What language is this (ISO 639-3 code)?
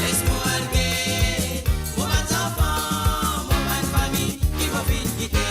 mfe